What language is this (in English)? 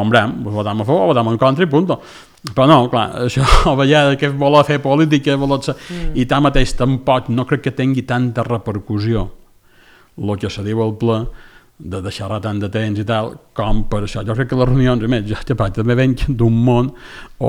Catalan